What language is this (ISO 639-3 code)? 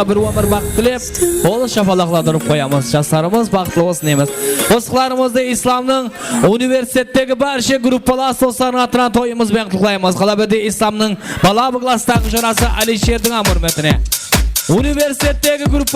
kaa